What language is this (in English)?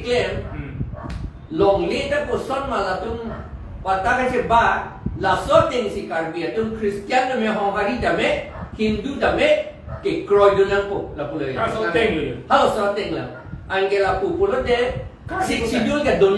Karbi